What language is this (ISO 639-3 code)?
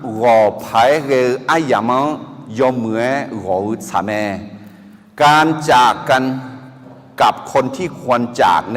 ahk